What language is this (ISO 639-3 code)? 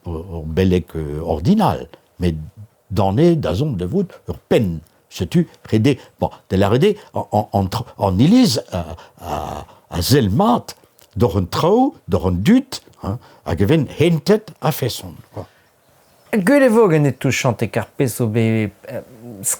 bre